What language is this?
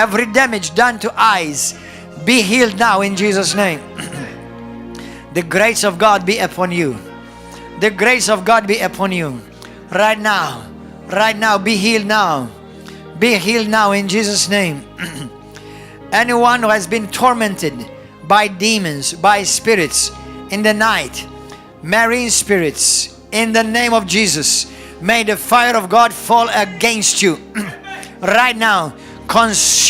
English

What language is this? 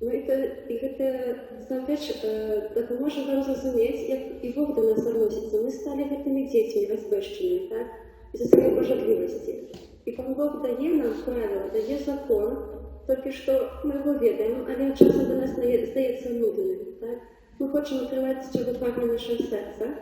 Belarusian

